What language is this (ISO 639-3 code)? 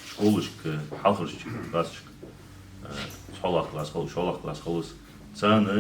inh